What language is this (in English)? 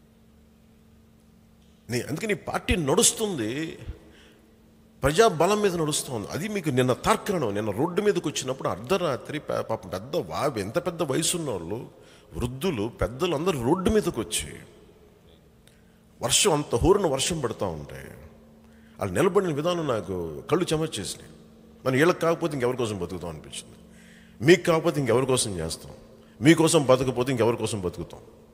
Telugu